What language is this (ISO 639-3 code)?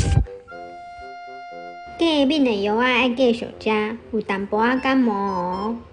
nan